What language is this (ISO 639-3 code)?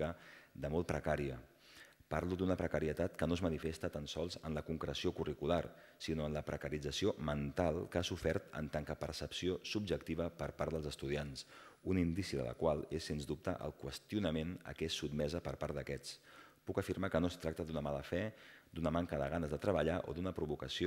cat